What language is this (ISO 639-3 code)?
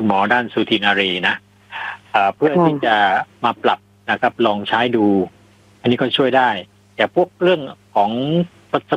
tha